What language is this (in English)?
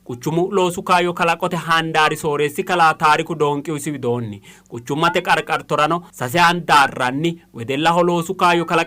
Sidamo